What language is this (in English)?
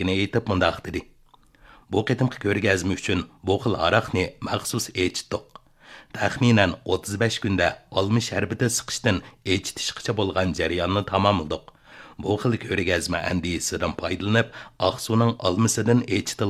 Uyghur